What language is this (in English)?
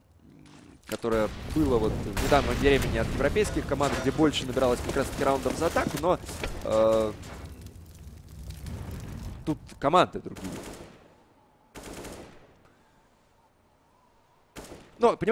Russian